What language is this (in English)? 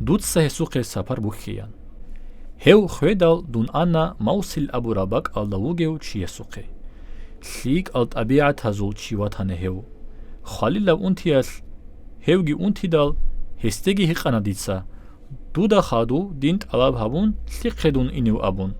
Avaric